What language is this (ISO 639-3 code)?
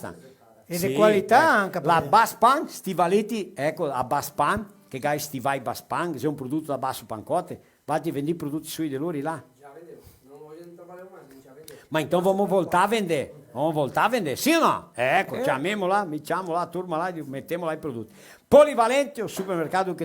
vec